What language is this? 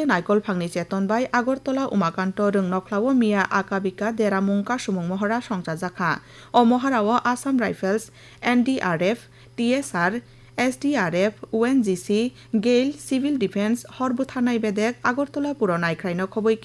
Kok Borok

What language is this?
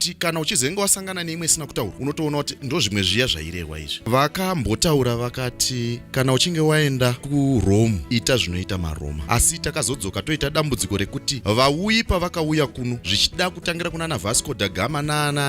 Shona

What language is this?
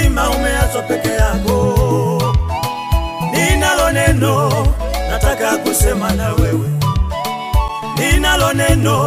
Swahili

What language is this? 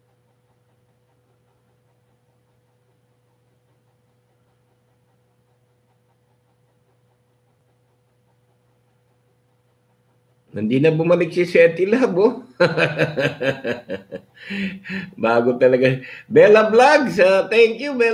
Filipino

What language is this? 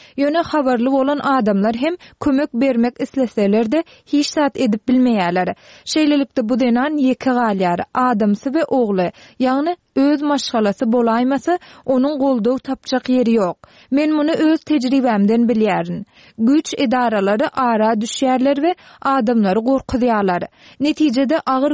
Turkmen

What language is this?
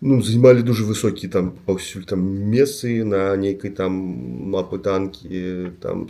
Belarusian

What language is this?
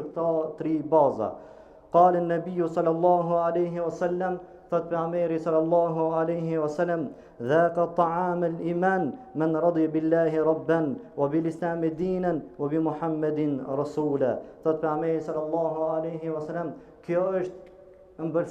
Albanian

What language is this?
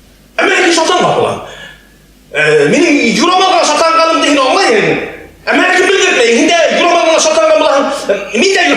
Bashkir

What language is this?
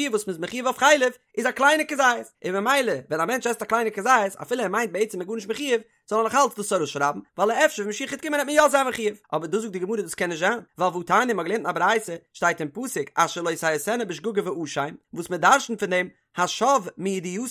Yiddish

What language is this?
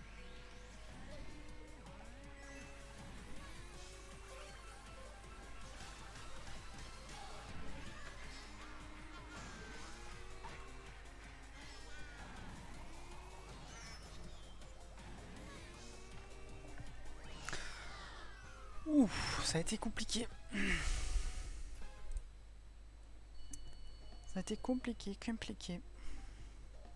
French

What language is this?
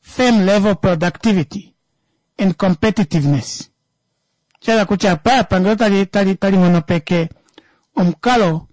Kuanyama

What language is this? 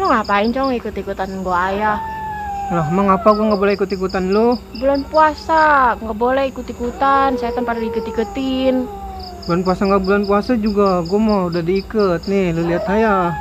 Betawi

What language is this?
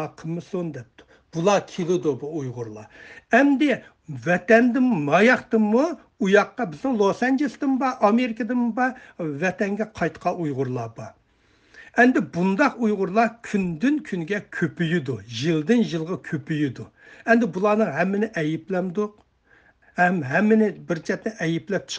Uyghur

